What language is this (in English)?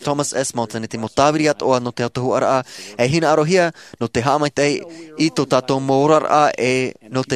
Tahitian